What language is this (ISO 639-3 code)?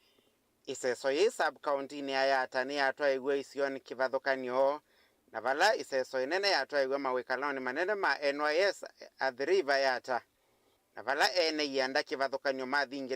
kam